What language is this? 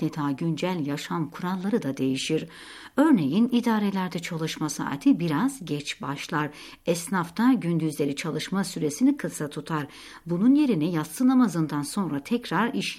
Turkish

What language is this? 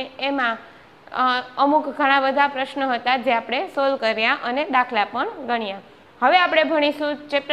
Gujarati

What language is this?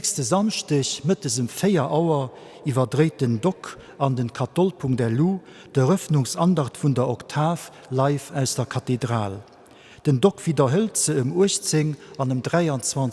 Luxembourgish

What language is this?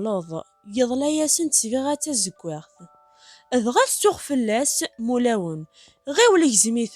Kabyle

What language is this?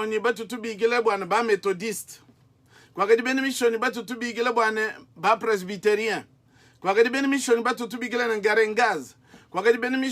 Luba-Lulua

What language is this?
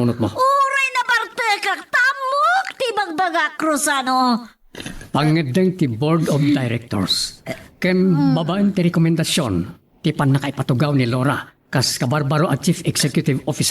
Iloko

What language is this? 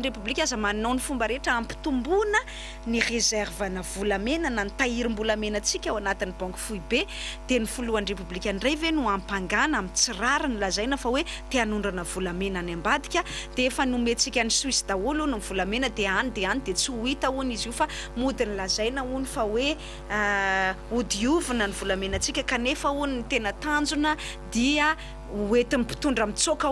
Malagasy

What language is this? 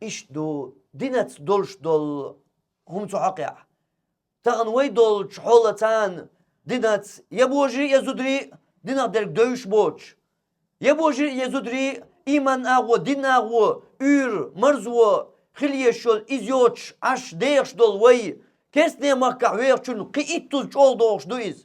Chechen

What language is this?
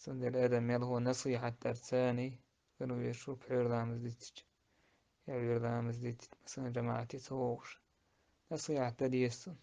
Chechen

